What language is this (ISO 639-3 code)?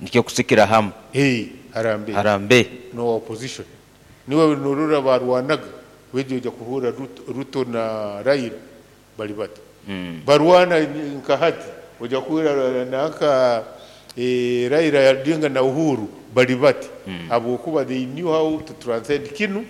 nyo